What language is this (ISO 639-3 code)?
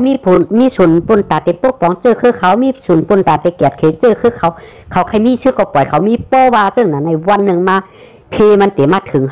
shn